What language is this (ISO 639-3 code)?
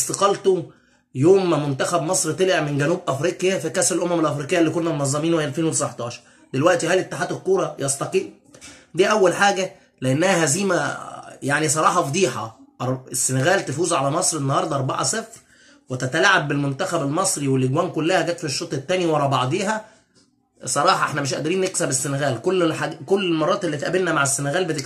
arz